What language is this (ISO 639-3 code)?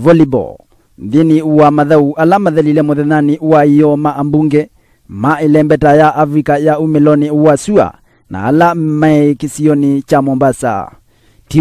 kam